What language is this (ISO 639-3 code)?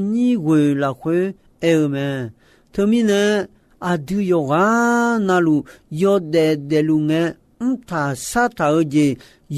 ahk